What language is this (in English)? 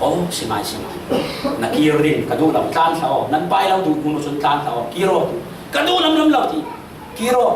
Falam Chin